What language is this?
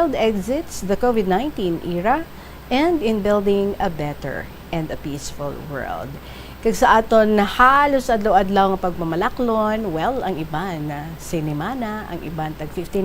Hiligaynon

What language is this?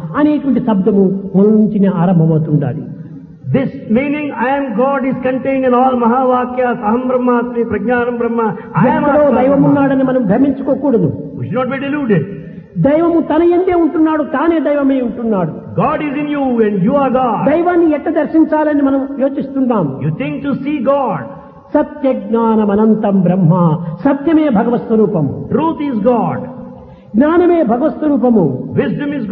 Telugu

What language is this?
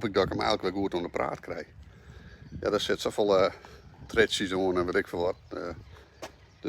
Western Frisian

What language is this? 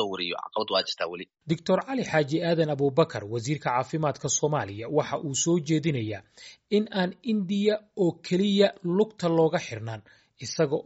Somali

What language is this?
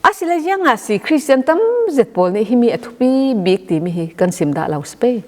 Falam Chin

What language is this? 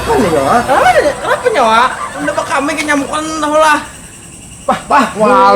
Banjar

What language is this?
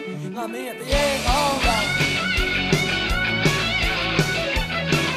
Burmese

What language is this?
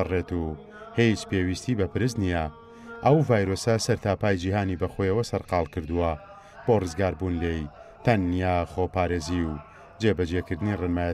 Central Kurdish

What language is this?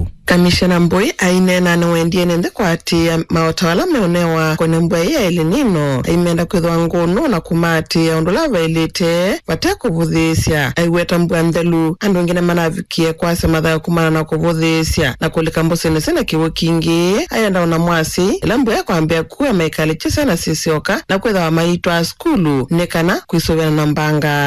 Kamba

